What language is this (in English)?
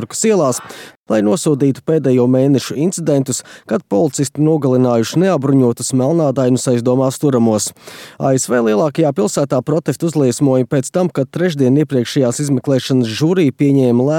Latvian